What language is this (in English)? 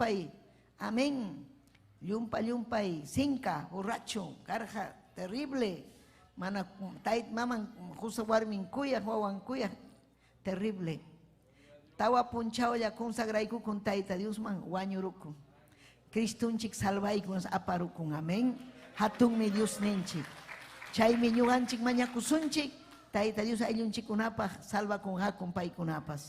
Ayacucho Quechua